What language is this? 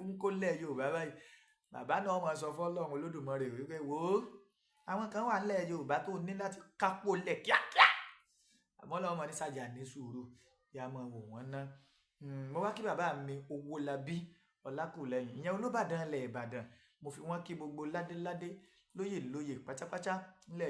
Yoruba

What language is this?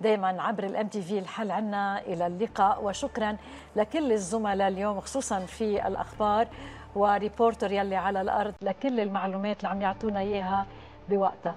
North Levantine Arabic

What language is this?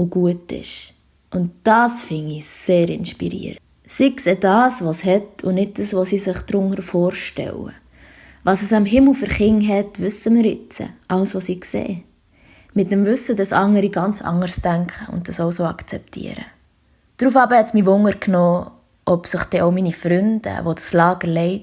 Swiss German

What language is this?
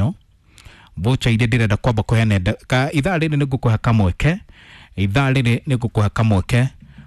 Kikuyu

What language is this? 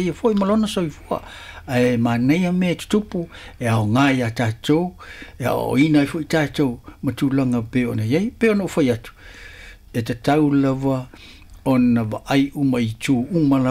Samoan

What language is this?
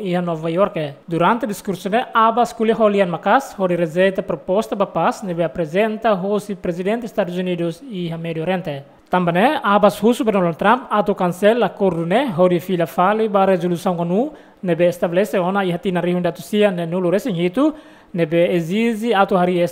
Tetum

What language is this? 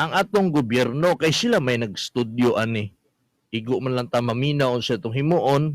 Cebuano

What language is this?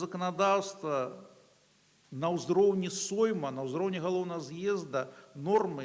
Belarusian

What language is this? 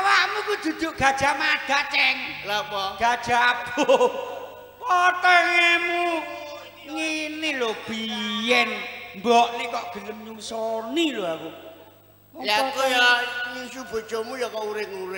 Javanese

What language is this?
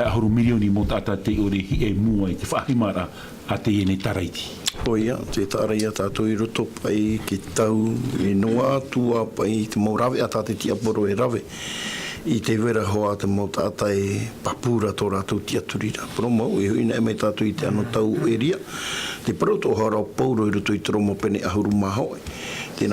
Tahitian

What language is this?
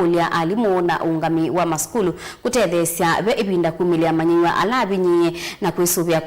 Kamba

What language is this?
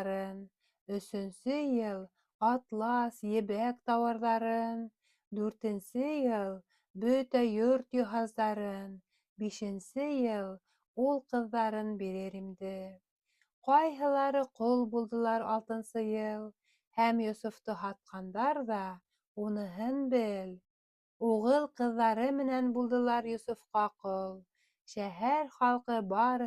Bashkir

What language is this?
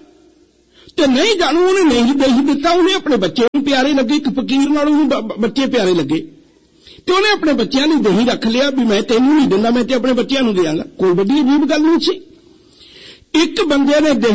Punjabi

